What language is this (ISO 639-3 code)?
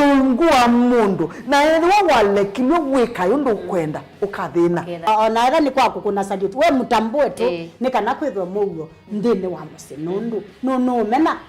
kam